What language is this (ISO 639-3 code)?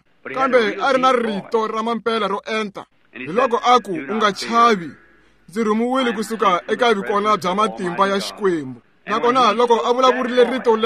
tso